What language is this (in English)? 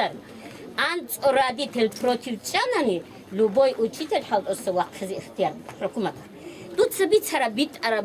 Avaric